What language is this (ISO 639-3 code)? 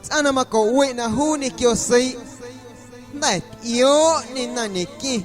amu